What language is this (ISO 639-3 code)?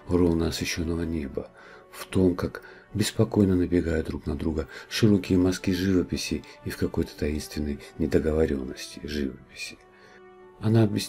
rus